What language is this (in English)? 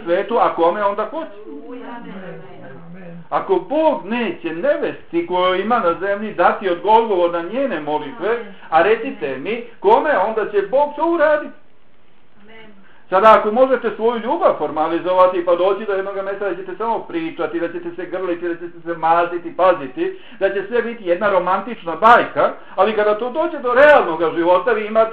Bosnian